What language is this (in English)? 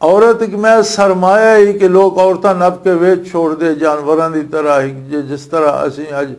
Western Panjabi